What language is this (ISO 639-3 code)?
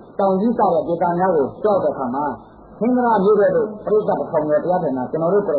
mya